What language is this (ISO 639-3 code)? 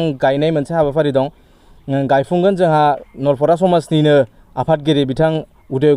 brx